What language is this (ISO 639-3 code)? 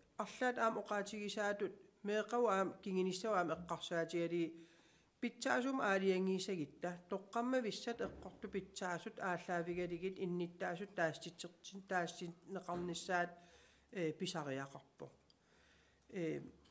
kal